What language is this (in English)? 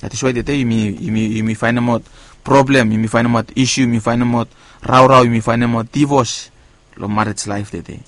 Bislama